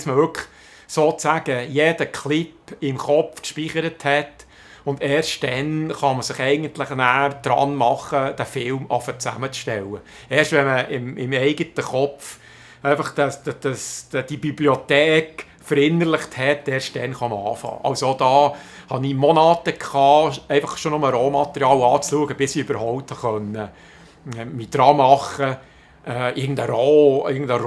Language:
Swiss German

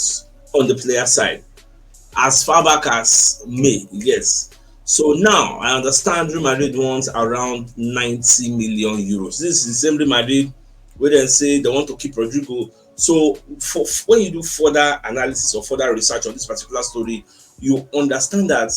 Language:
Nigerian Pidgin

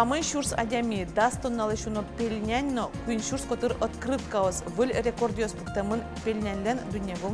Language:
Udmurt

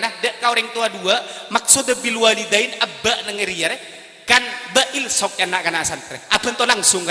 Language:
Madurese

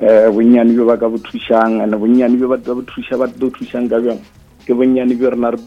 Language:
Northern Sotho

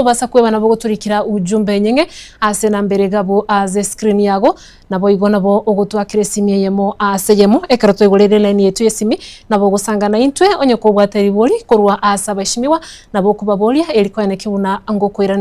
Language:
Gusii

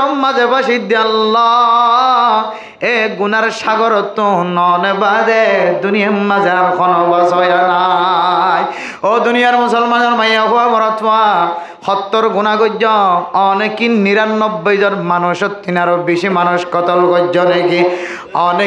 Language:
Rohingya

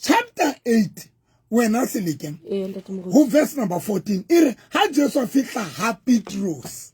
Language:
Southern Sotho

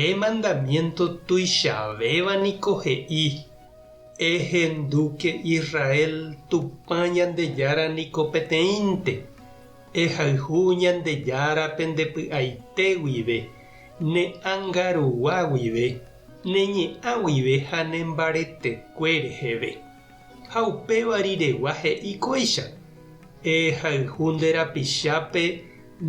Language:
Guarani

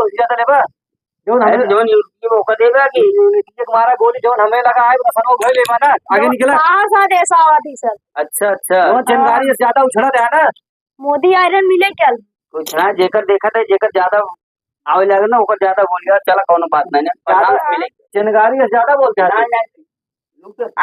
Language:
Awadhi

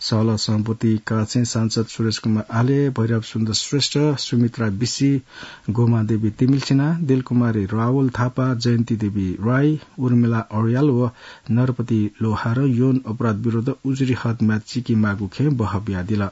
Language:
Newari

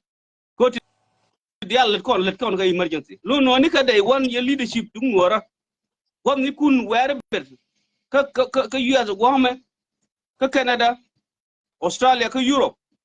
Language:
Nuer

